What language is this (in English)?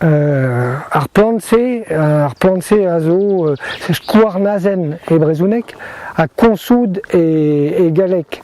Breton